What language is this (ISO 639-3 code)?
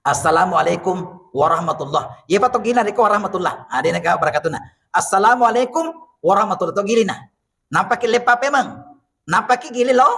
bug